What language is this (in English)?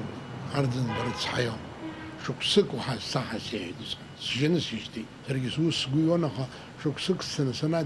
Abkhazian